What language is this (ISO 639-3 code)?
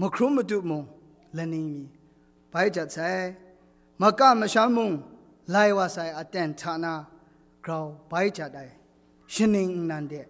kac